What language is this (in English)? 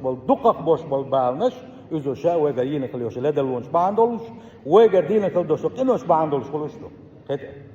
Chechen